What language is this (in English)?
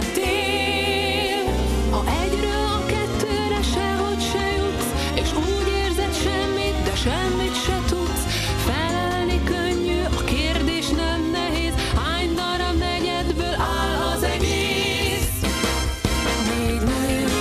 Hungarian